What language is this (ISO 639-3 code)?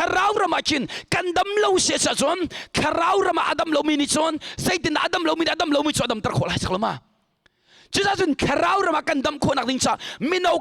cnh